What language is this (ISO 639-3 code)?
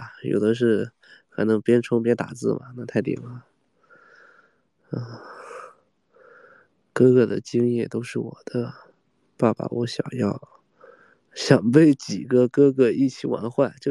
zho